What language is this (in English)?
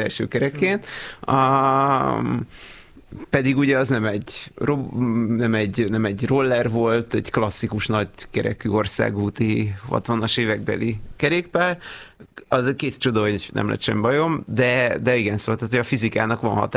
Hungarian